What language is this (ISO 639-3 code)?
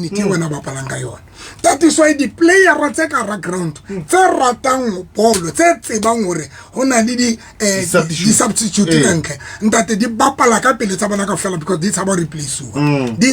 sot